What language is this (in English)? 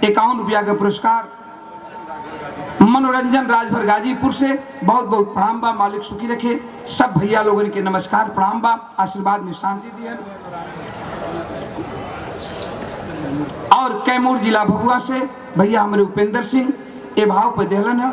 Bhojpuri